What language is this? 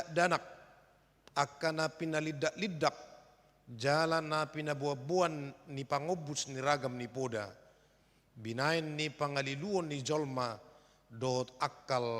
Batak Toba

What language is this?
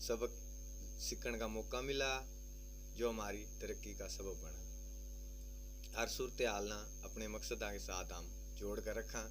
Haryanvi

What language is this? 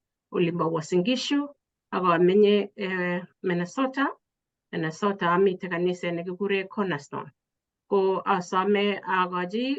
Kalenjin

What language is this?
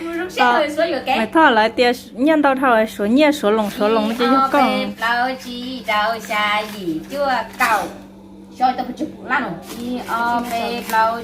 Hmong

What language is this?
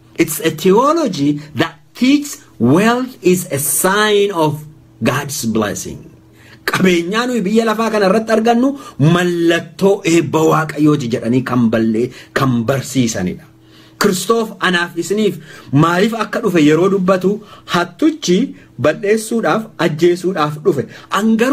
Oromo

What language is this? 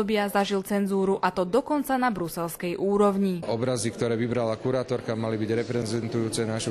Slovak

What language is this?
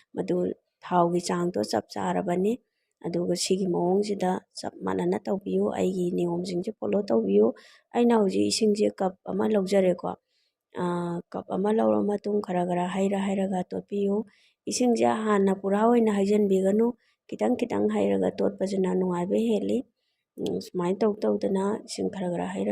Manipuri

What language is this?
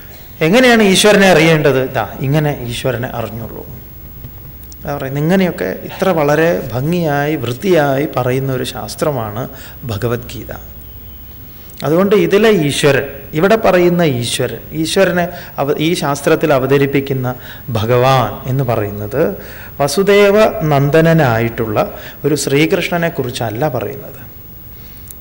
Malayalam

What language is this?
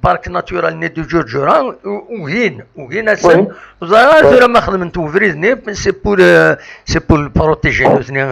Kabyle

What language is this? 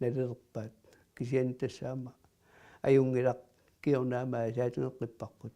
Kalaallisut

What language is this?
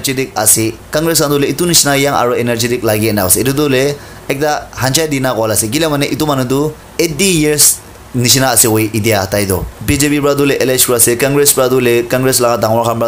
Naga Pidgin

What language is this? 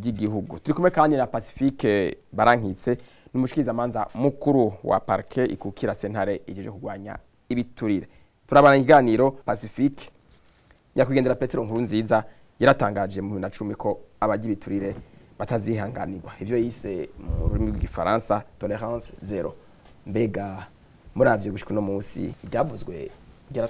Rundi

